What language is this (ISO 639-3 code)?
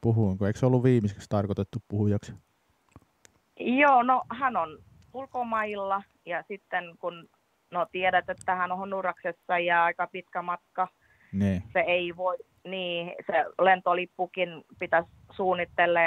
fin